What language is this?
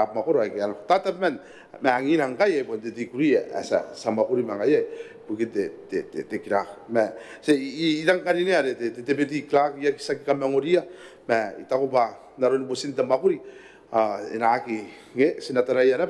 Gilbertese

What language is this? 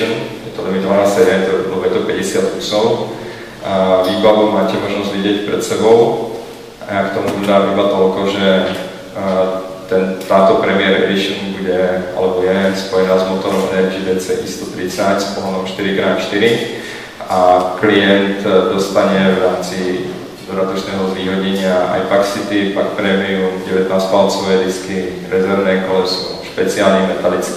Slovak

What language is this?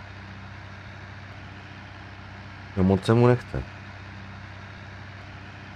Czech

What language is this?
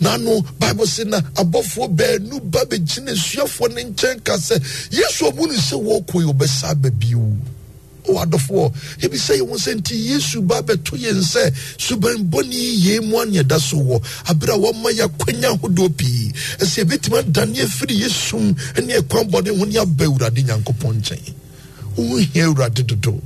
Akan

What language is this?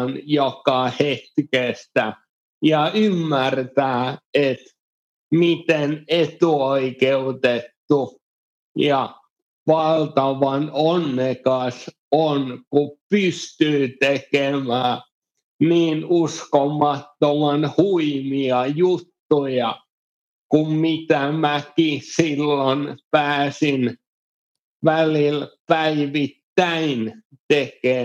Finnish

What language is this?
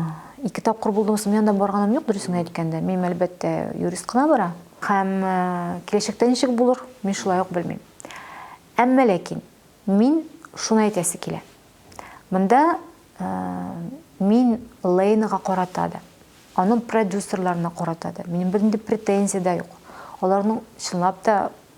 Tatar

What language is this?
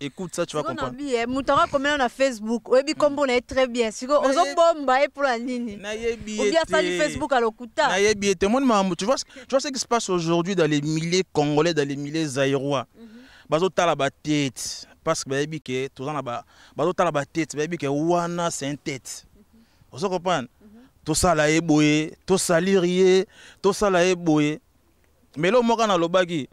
Lingala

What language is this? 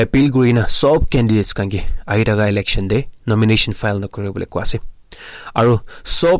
Naga Pidgin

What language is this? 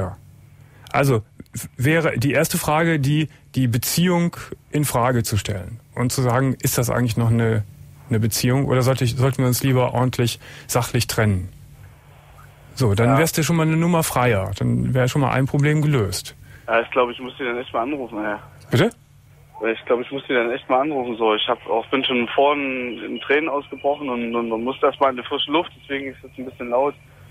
German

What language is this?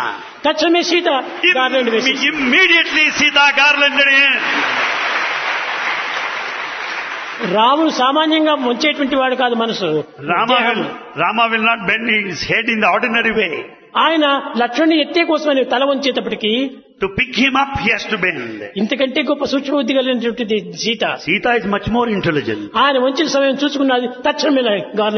Telugu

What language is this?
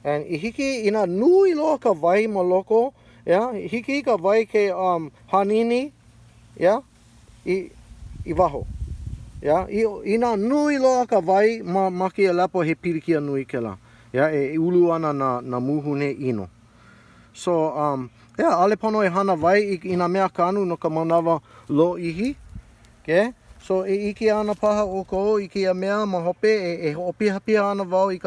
Hawaiian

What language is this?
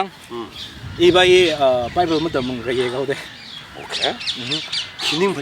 Tangkhul Naga (India)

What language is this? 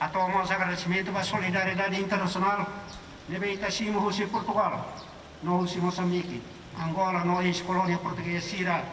Tetum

